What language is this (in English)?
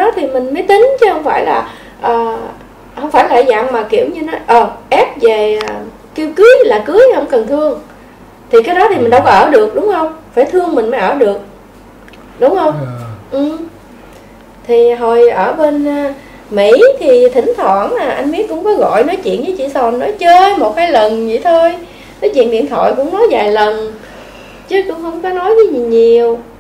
Vietnamese